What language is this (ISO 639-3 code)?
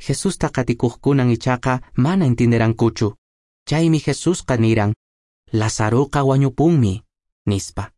que